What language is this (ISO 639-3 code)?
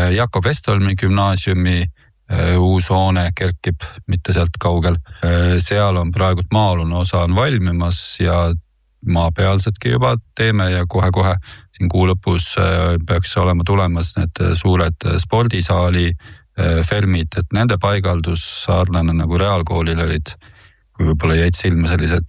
est